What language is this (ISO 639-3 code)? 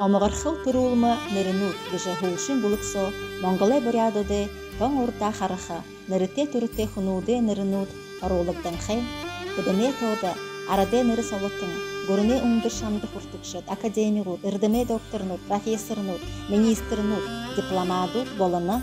bua